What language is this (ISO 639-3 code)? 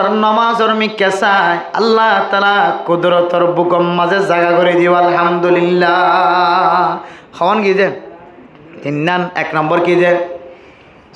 rhg